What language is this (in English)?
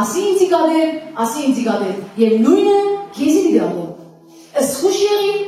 Western Armenian